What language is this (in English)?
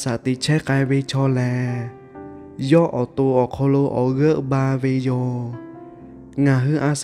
Lahu